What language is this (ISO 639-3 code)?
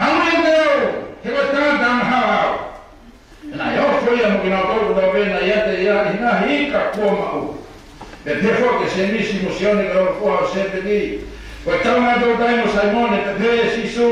ton